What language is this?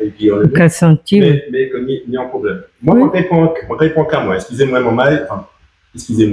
Guadeloupean Creole French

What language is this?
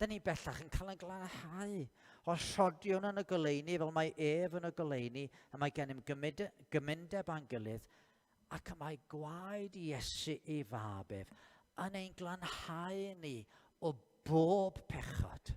Welsh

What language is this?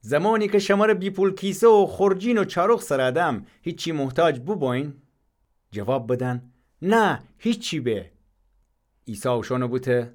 Gilaki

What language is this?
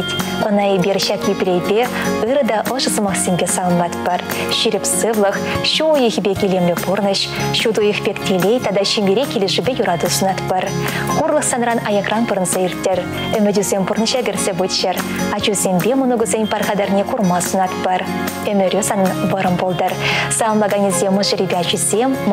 Chuvash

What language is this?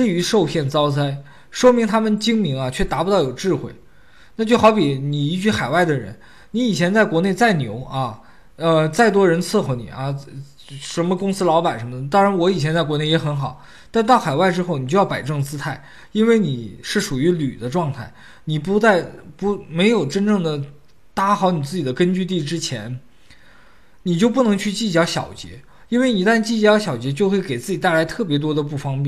Chinese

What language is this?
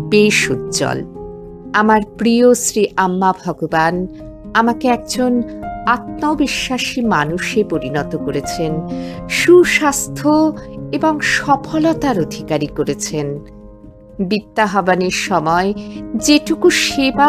Bangla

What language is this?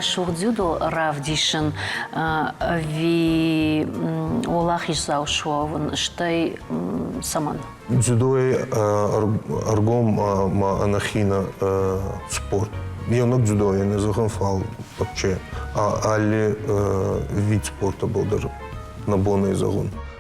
Ossetic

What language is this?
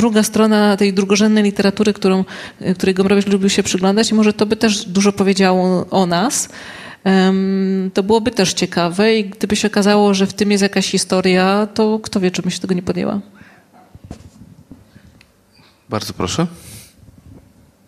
Polish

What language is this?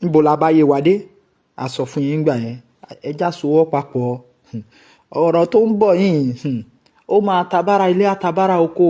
Yoruba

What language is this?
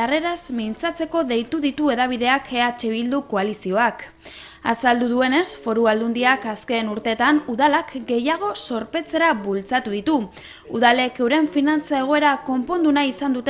Basque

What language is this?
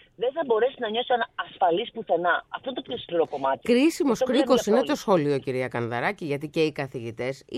Greek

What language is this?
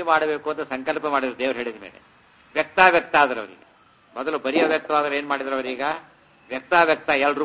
Kannada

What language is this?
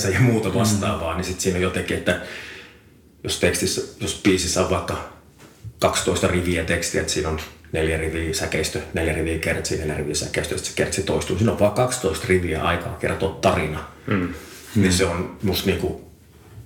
Finnish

